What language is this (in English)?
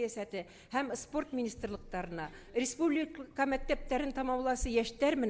Bashkir